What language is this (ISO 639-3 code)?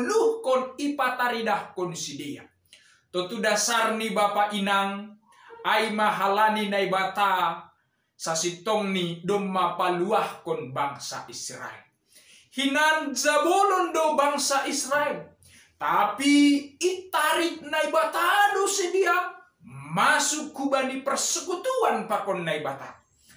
bts